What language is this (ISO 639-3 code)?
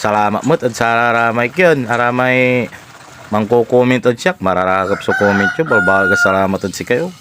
pag